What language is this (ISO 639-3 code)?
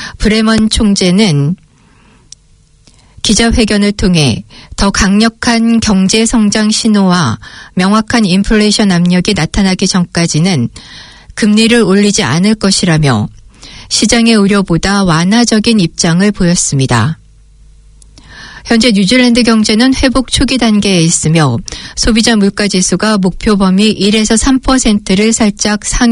kor